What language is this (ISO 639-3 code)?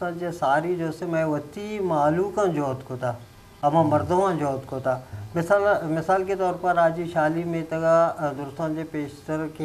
bgp